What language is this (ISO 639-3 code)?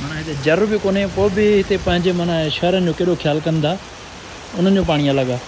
snd